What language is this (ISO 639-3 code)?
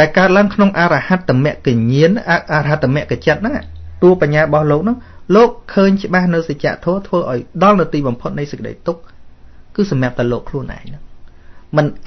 khm